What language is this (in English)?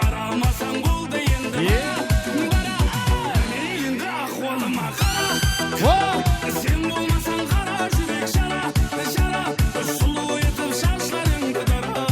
Kara-Kalpak